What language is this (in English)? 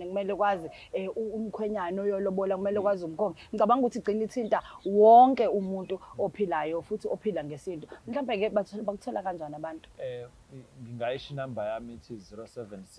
Zulu